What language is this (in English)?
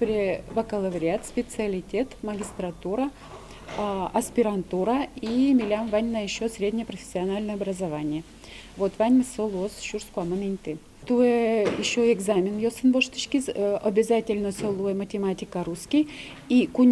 Udmurt